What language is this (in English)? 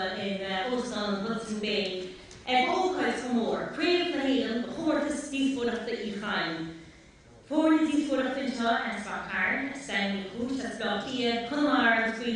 Irish